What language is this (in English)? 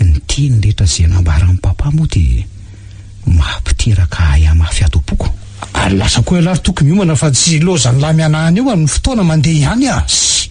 Malagasy